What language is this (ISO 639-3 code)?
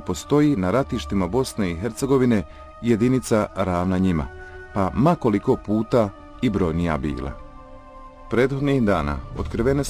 bos